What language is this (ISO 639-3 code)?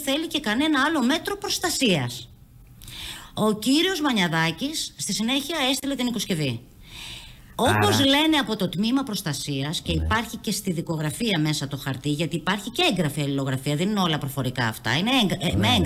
ell